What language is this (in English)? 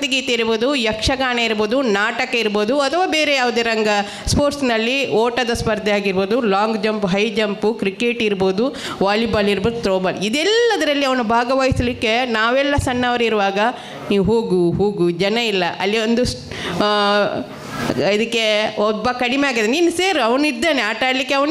Kannada